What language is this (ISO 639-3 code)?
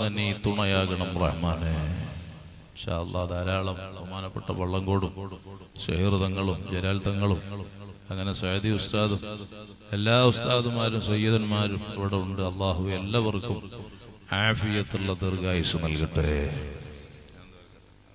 mal